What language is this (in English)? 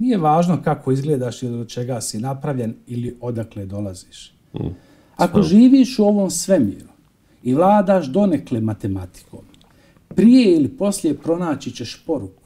Bosnian